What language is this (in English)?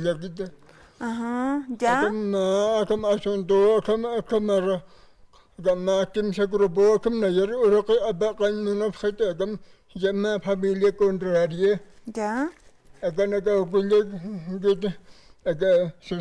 Aymara